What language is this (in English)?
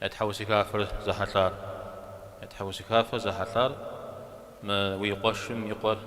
Kabardian